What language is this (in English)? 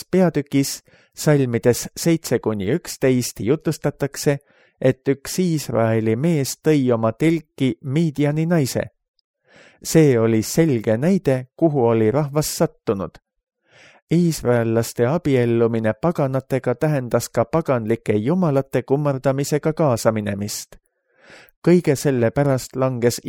Estonian